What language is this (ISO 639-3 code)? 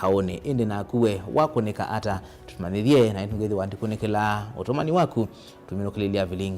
kam